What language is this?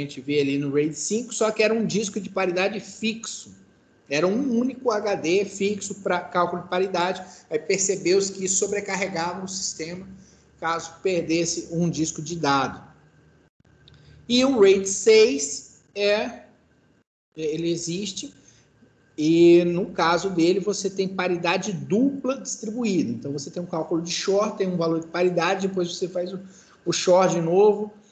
Portuguese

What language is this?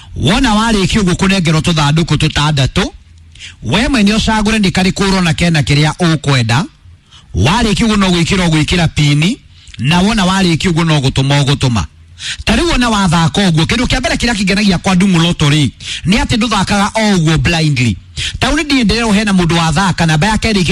Kikuyu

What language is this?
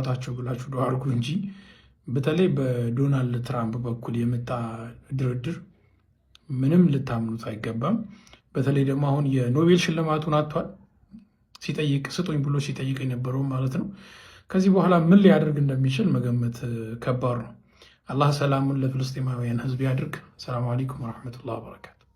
Amharic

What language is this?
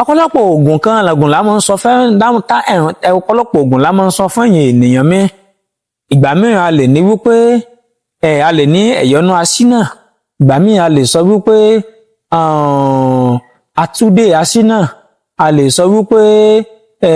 Yoruba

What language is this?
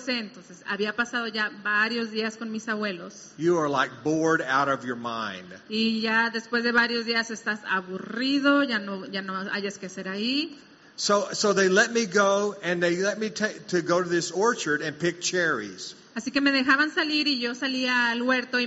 Spanish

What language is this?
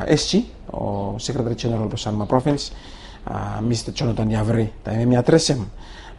Bislama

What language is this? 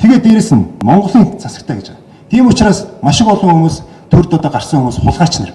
Mongolian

